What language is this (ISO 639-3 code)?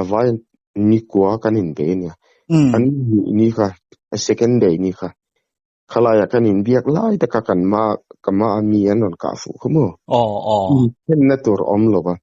lus